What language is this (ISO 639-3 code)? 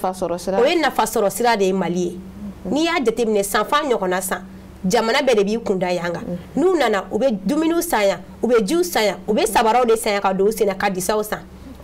bam